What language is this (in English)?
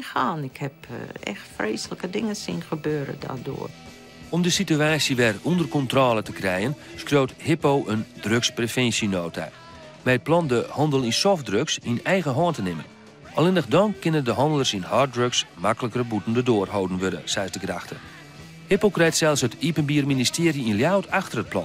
Western Frisian